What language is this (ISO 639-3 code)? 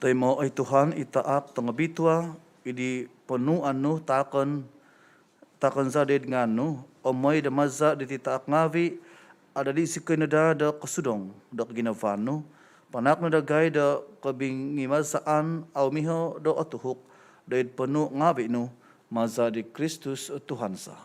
dtp